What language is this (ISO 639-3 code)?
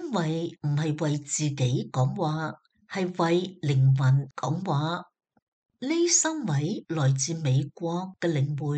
yue